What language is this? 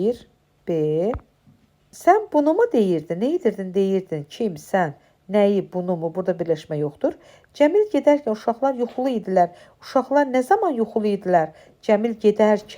Azerbaijani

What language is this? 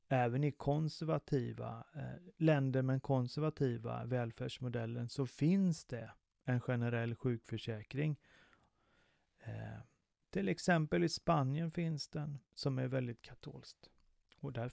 Swedish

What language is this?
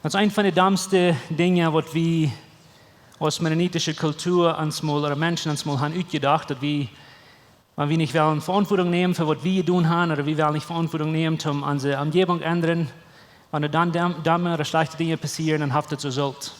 Plautdietsch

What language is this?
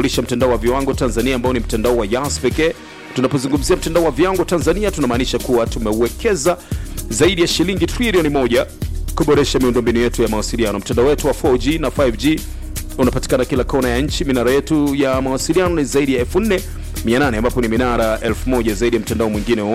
Swahili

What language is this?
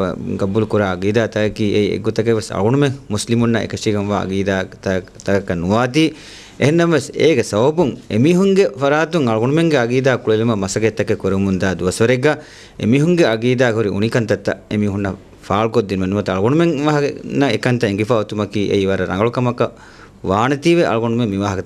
Divehi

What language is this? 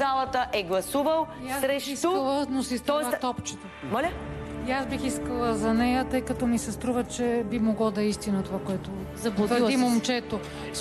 Bulgarian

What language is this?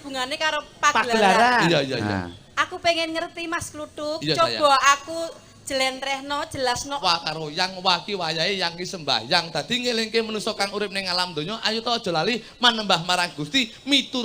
Javanese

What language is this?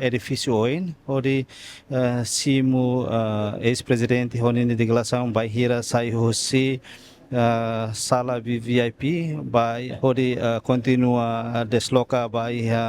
Tetum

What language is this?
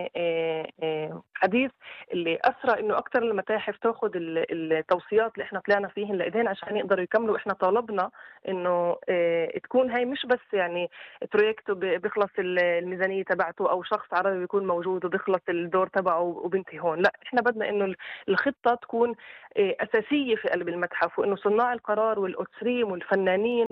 North Levantine Arabic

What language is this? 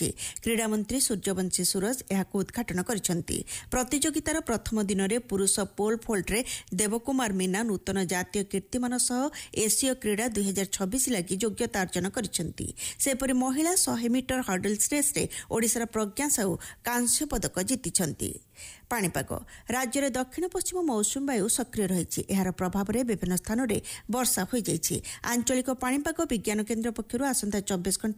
Odia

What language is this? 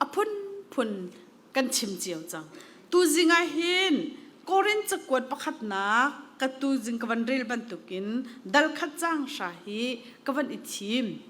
Hakha Chin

